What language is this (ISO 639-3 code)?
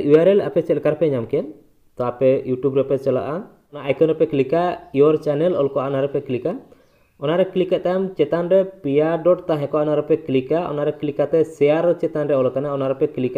sat